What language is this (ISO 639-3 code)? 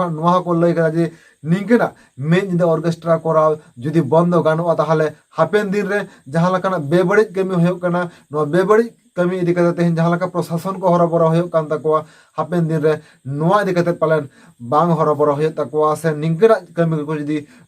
sat